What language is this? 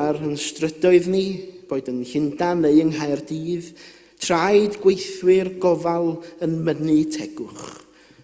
Welsh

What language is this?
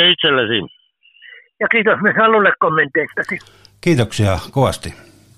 Finnish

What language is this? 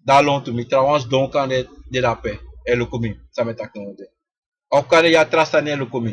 Sranan Tongo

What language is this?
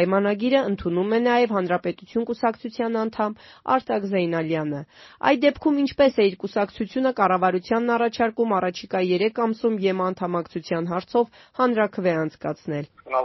Armenian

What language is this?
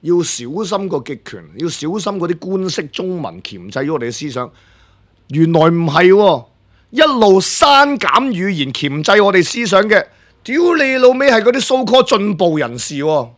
Cantonese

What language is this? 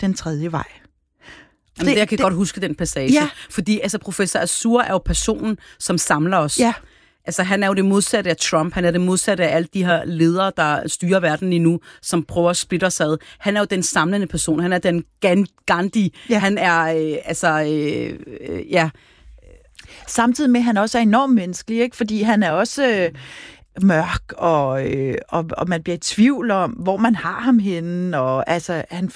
Danish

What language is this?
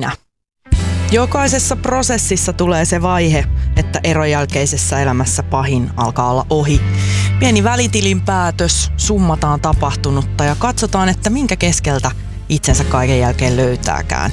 Finnish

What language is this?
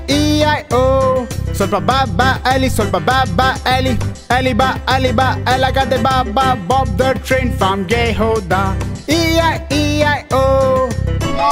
Kannada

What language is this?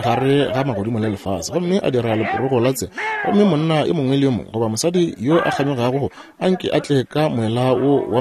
Northern Sotho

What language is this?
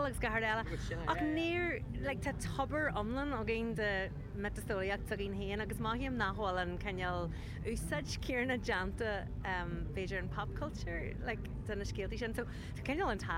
Irish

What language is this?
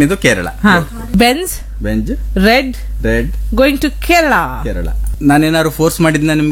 Kannada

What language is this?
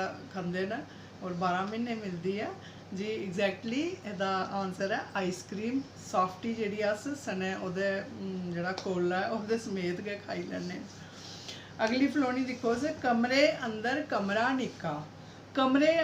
Dogri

